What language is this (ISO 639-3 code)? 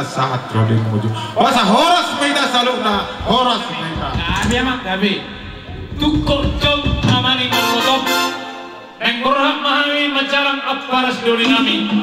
bbc